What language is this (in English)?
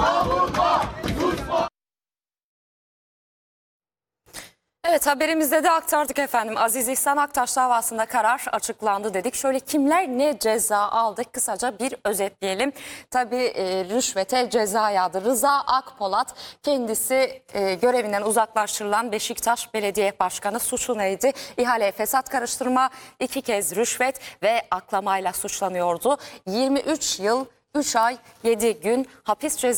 Turkish